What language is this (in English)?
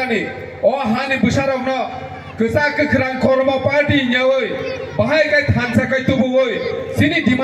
Kok Borok